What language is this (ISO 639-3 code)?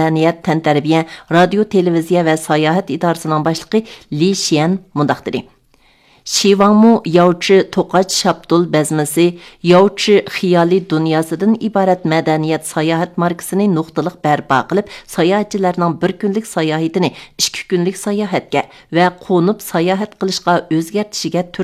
uig